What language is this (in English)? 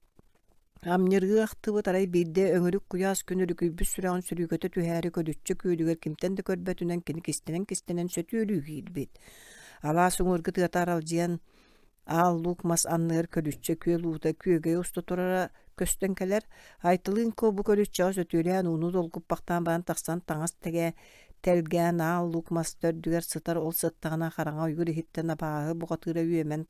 Yakut